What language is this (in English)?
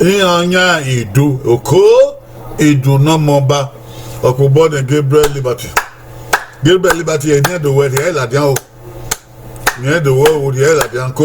Bini